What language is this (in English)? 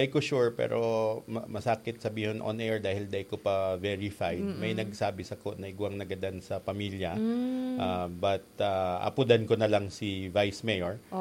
Bikol